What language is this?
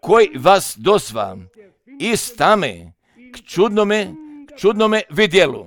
Serbian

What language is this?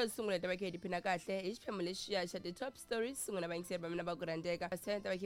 Tsonga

